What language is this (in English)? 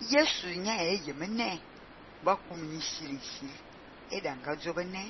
Fang